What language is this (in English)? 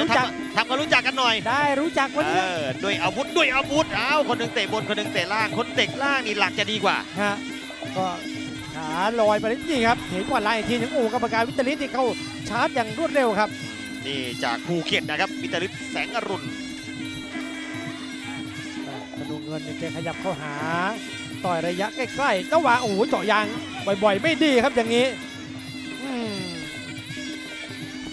Thai